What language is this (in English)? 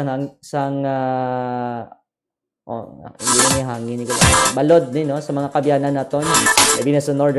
Hiligaynon